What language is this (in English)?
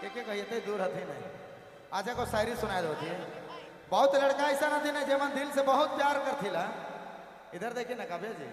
Sadri